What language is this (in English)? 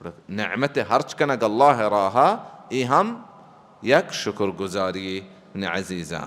Baluchi